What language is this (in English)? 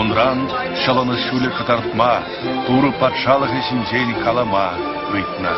Chuvash